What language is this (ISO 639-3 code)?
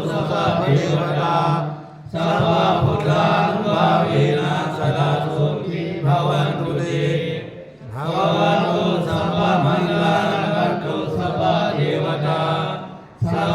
pli